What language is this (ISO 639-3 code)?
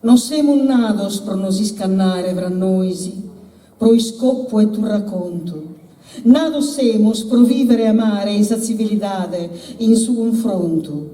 srd